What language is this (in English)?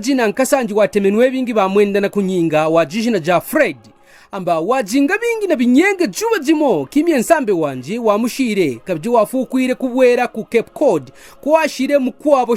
Kaonde